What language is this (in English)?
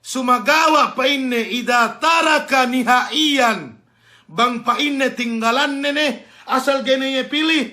Yakan